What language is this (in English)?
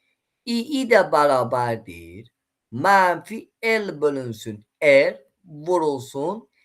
Azerbaijani